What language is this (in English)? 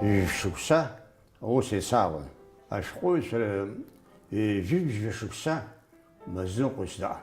Abkhazian